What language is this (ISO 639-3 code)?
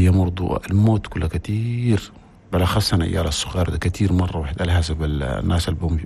shu